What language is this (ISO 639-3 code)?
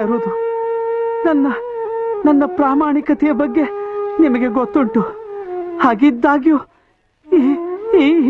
kan